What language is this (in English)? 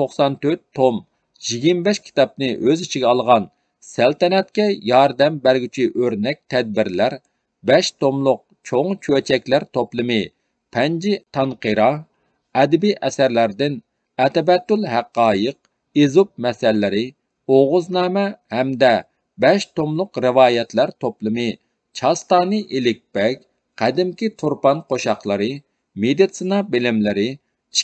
Uyghur